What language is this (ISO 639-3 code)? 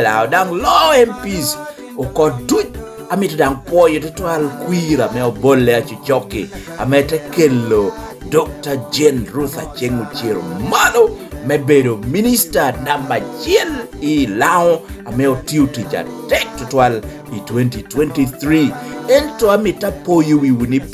laj